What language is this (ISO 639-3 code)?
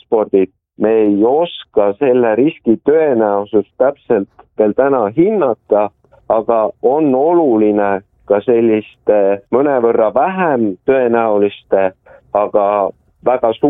est